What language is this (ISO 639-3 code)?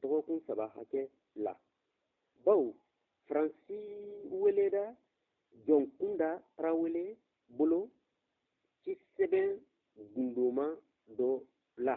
bam